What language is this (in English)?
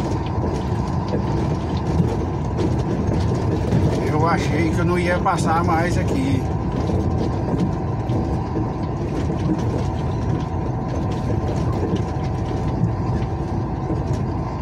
Portuguese